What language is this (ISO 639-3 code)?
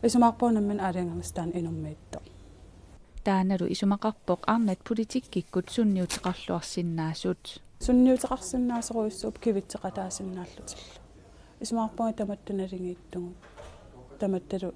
kal